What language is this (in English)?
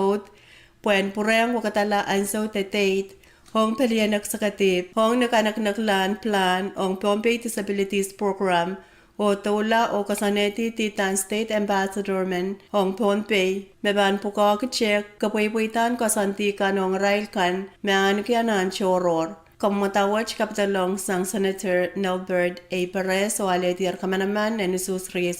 Pohnpeian